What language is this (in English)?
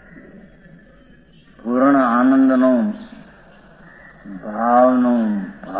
Gujarati